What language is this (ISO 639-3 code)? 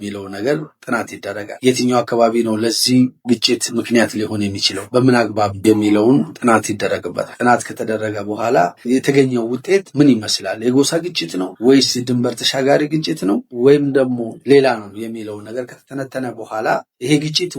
amh